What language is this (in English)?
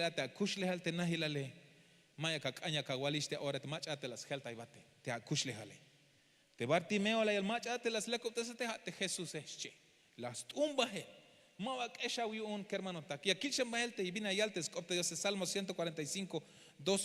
Tzeltal